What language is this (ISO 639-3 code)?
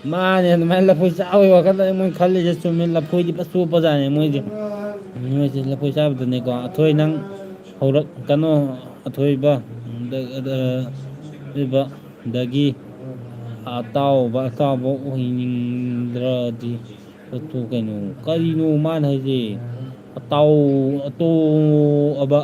mni